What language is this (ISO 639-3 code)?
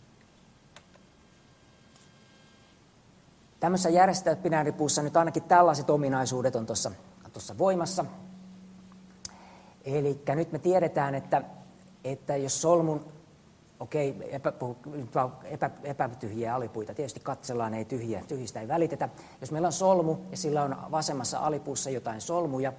fin